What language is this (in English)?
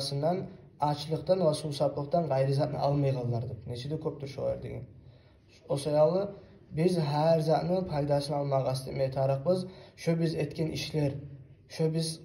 Kumyk